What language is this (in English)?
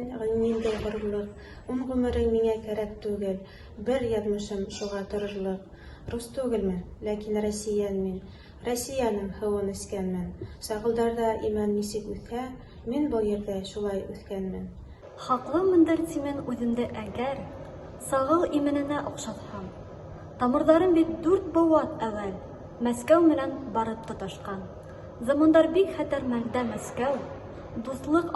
Bashkir